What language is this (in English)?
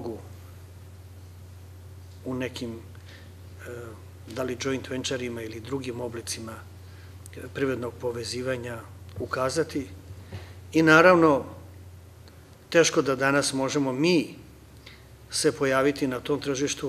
Serbian